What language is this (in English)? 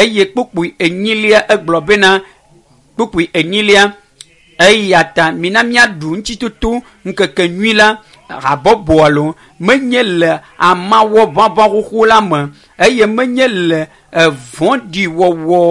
Ewe